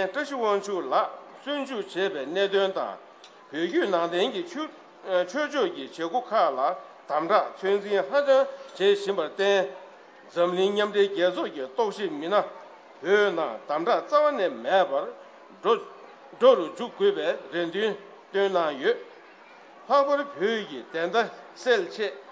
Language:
Tibetan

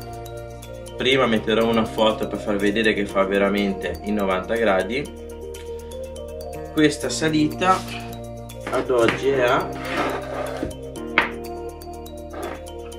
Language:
Italian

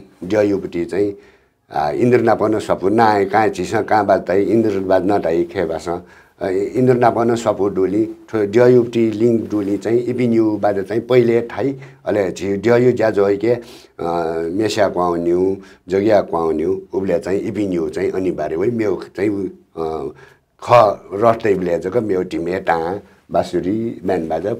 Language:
Newari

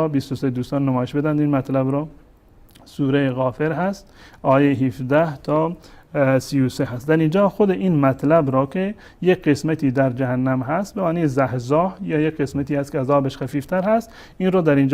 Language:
Persian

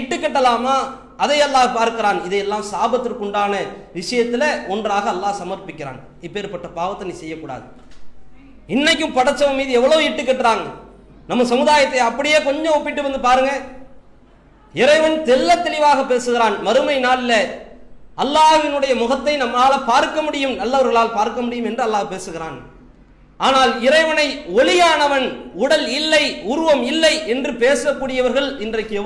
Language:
Tamil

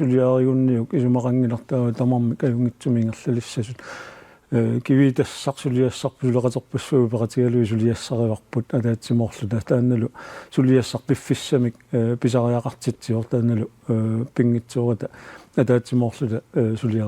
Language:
Kalaallisut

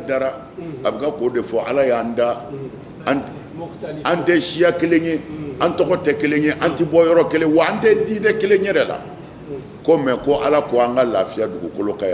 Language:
Bambara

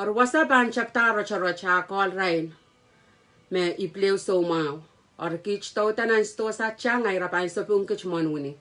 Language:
Pohnpeian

